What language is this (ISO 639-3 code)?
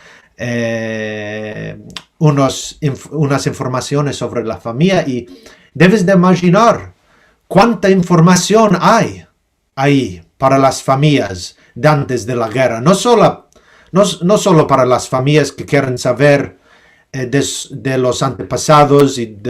lad